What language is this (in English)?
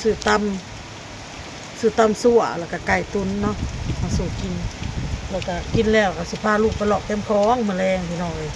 Northeastern Thai